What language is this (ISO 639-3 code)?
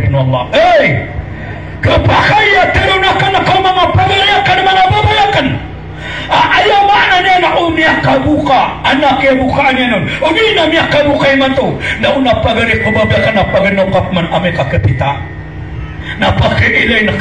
mrw